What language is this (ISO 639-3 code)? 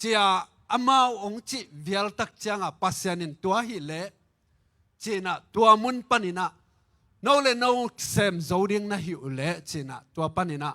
ctd